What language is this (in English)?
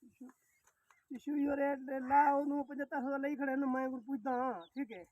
Saraiki